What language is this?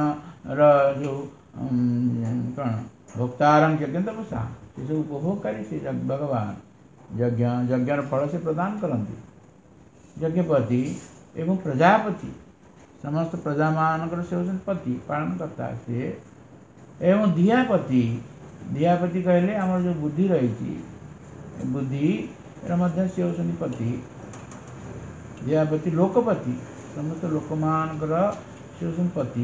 Odia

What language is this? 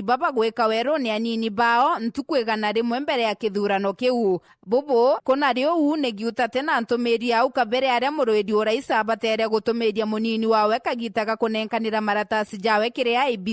Meru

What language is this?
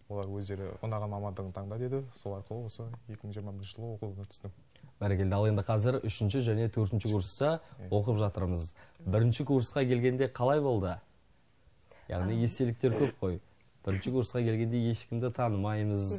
Kazakh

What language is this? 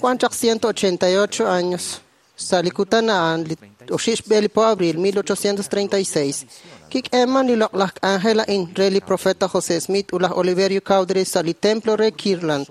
Kekchí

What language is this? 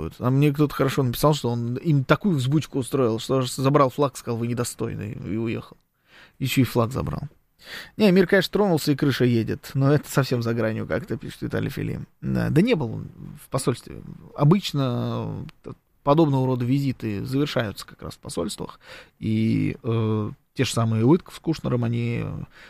Russian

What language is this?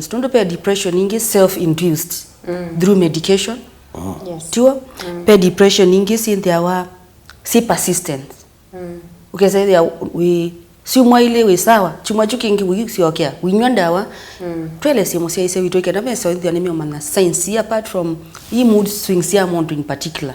Kamba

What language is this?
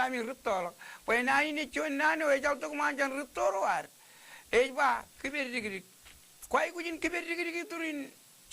Marshallese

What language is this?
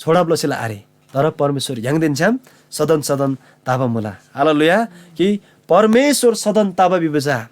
Eastern Tamang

